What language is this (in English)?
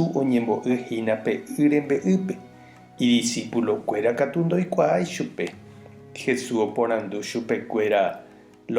Guarani